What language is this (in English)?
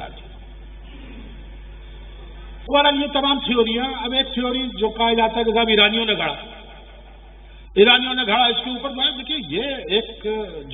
Urdu